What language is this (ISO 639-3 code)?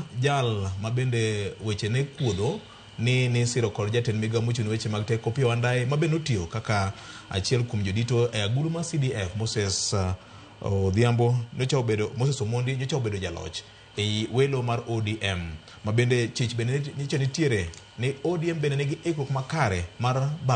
luo